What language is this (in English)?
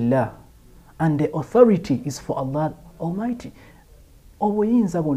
Ganda